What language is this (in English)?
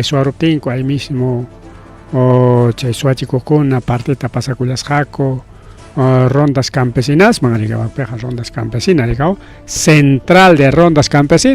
Ayacucho Quechua